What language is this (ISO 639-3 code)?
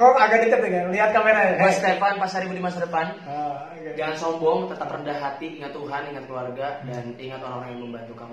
ind